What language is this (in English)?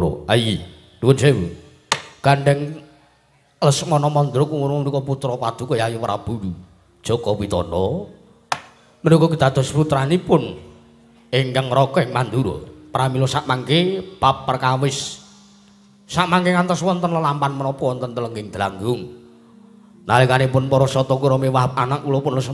Javanese